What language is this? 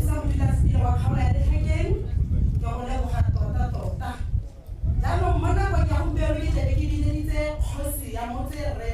Tswana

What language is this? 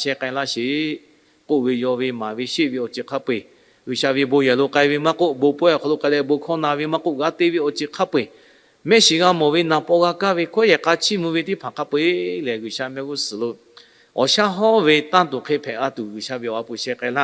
Lahu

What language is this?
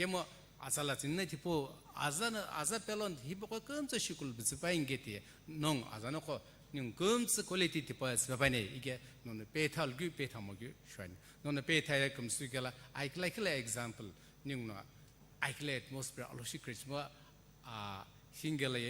Sumi Naga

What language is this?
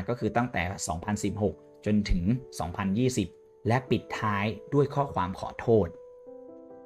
Thai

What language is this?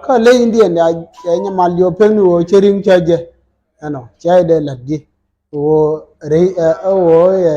Nuer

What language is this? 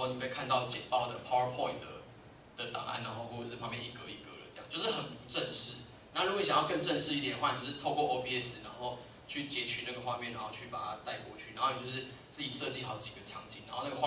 Chinese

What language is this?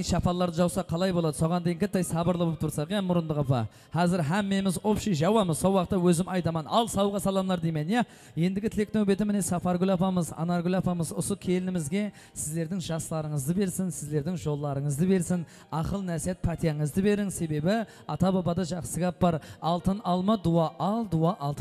Kara-Kalpak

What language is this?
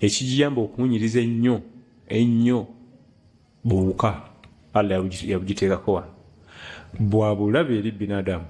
Ganda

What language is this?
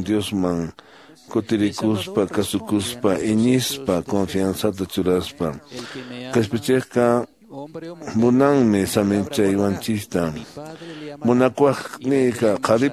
Quechua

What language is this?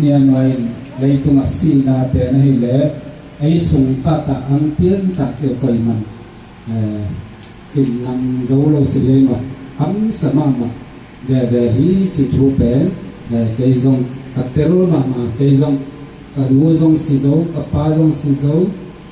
Tedim Chin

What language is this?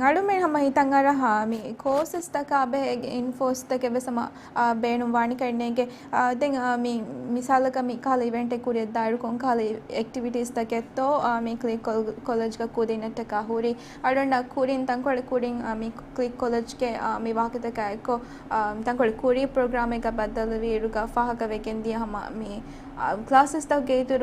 Divehi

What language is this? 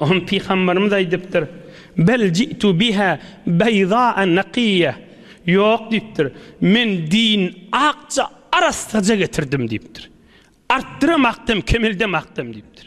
Turkmen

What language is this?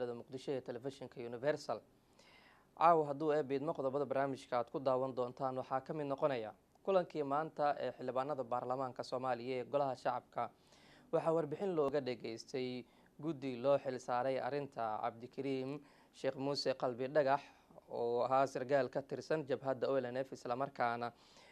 Somali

